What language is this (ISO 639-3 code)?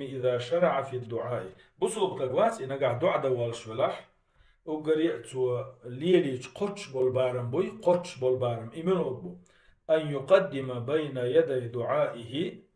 che